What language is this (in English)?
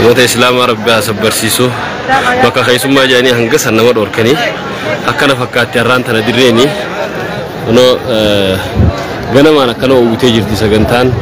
Oromo